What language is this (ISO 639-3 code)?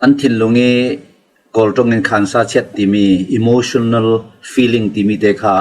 cfm